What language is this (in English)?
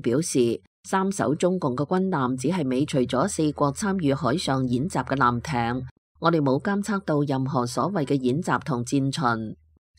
Cantonese